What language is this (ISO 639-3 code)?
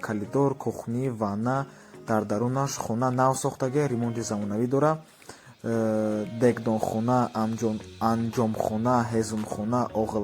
tgk